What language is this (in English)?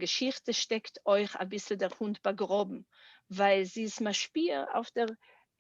Yiddish